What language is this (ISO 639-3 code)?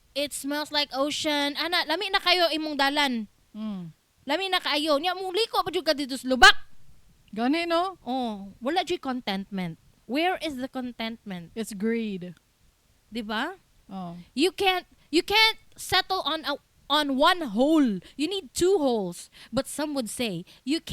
ceb